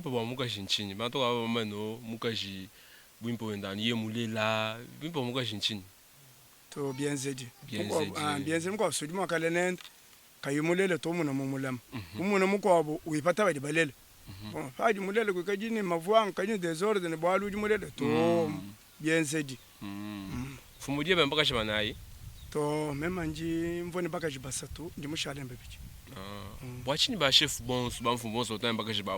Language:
Luba-Lulua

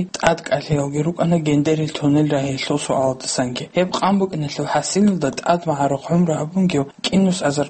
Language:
Avaric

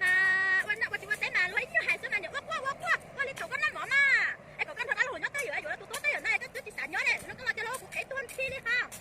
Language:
Hmong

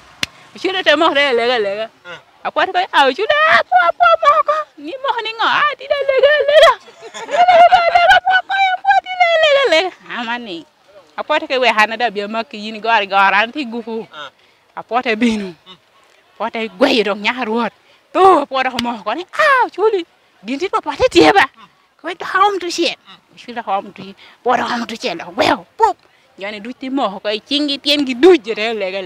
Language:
Lango (Uganda)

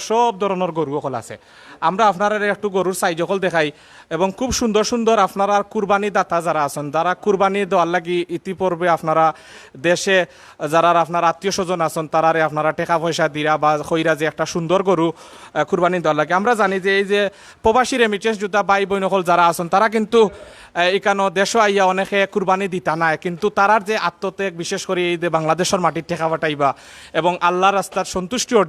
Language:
Sylheti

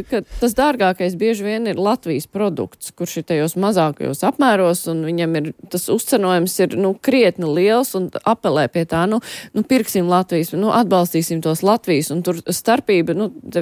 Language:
Latvian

